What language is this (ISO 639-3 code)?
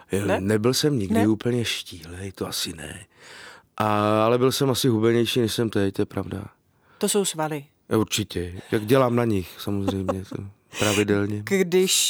ces